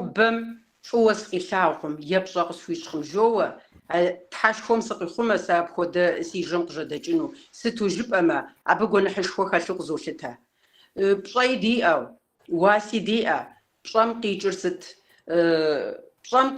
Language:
Kabardian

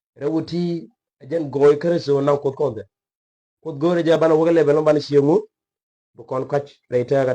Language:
Nuer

